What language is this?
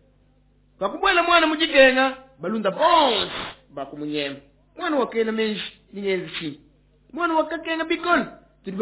Luba-Lulua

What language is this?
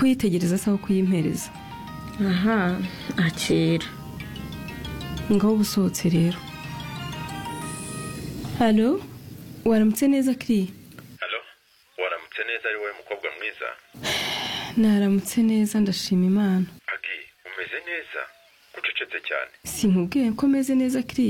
Kinyarwanda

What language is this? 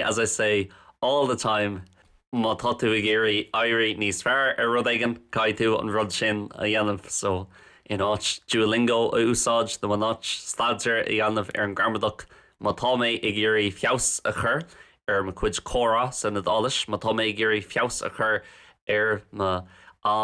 Irish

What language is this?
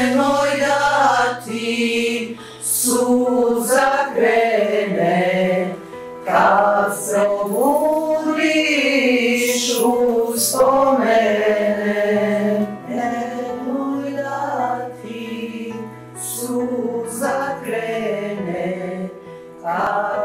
Bosnian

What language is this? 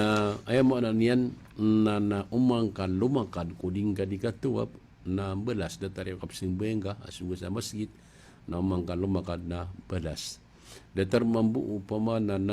Maranao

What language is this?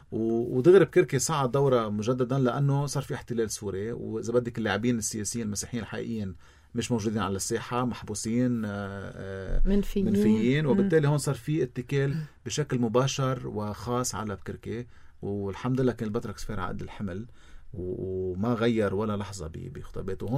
North Levantine Arabic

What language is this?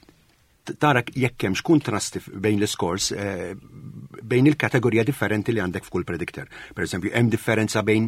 Maltese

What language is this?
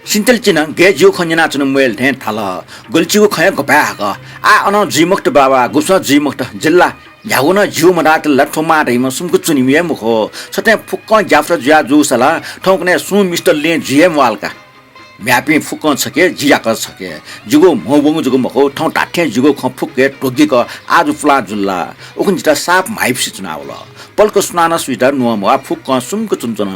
Newari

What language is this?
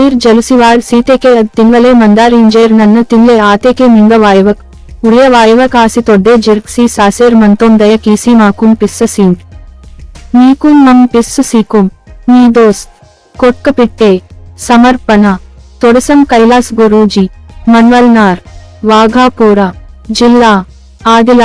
Gondi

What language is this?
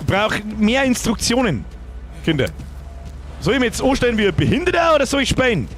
Bavarian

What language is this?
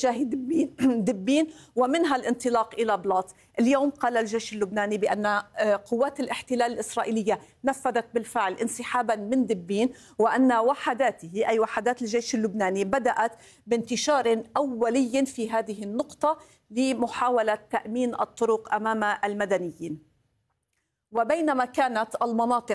Arabic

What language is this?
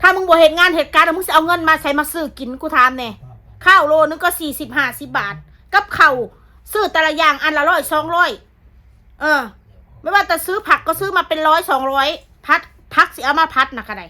Northeastern Thai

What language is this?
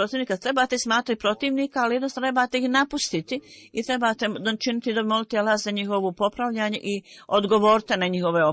Bosnian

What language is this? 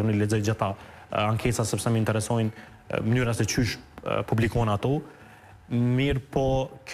Albanian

